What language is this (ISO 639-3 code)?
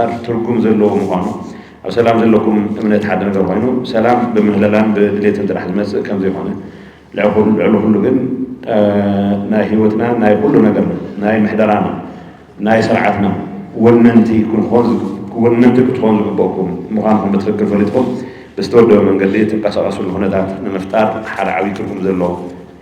tir